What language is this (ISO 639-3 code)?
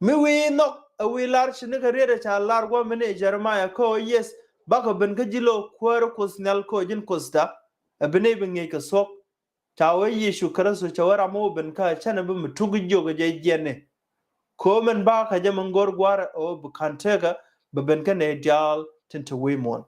nus